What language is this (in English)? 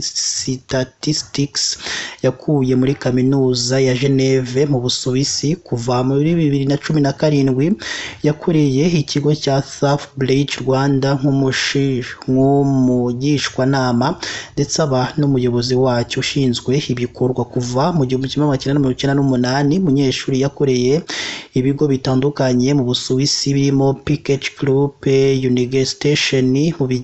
Kinyarwanda